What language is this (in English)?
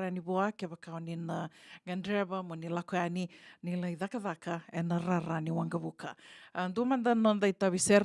Fijian